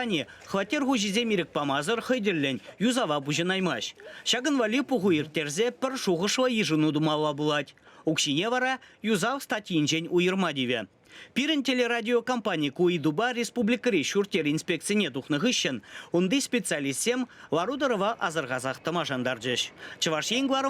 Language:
Chuvash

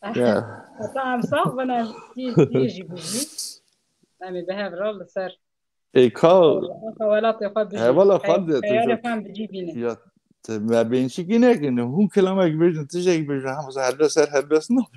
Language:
Kurdish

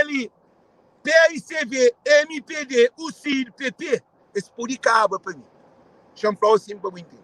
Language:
Kabuverdianu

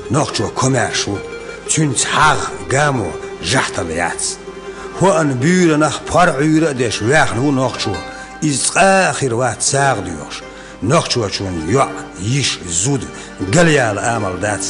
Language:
Chechen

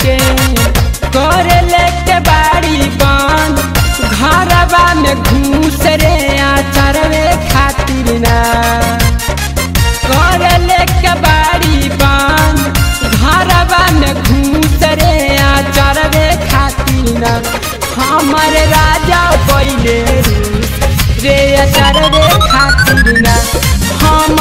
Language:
Bhojpuri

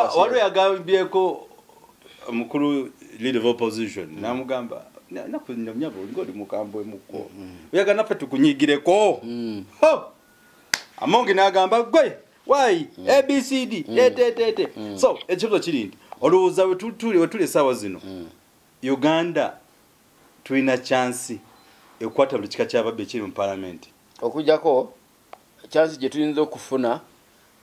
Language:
Ganda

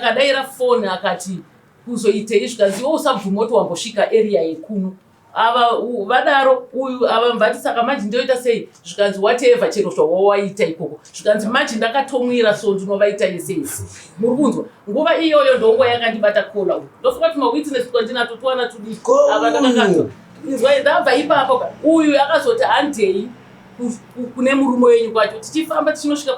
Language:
Shona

